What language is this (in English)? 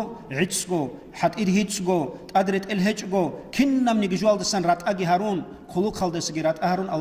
Avaric